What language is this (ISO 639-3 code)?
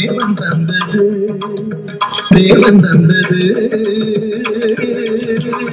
tam